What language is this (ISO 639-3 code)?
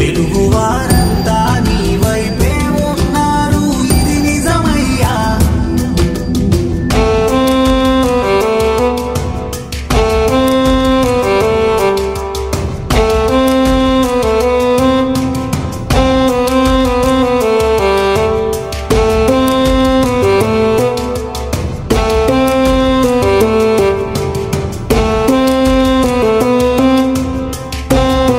tel